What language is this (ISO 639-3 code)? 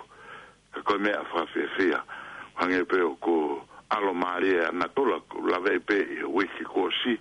ton